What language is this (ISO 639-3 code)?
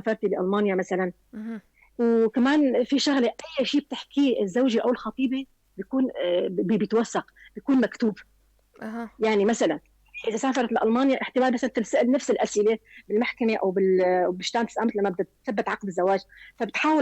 apc